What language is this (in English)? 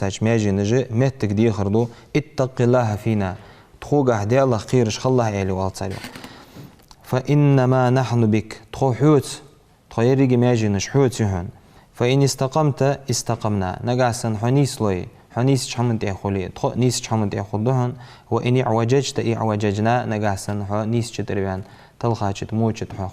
Ingush